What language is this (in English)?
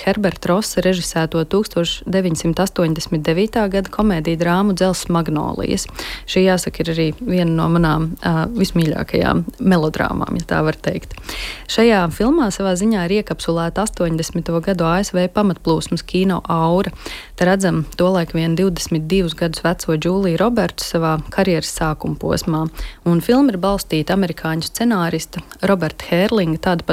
Latvian